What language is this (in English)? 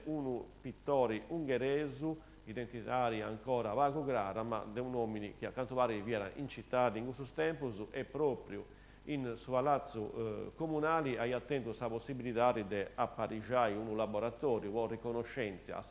Sardinian